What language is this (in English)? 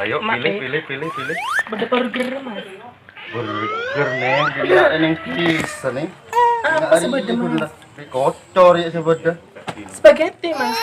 Madurese